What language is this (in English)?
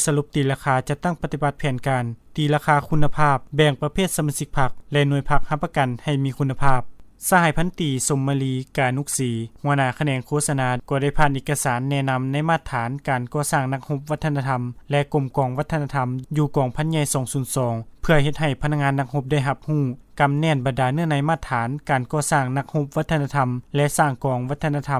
Lao